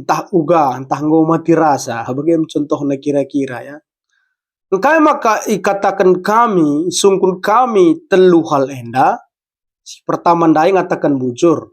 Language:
Batak Karo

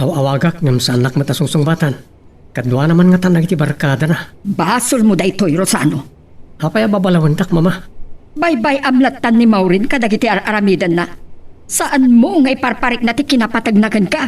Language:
Iloko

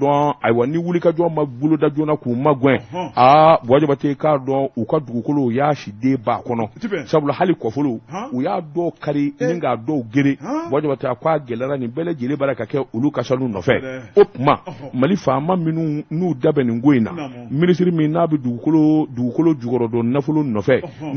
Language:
Bambara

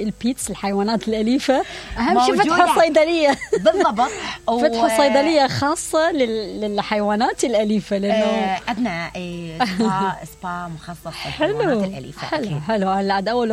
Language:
Mesopotamian Arabic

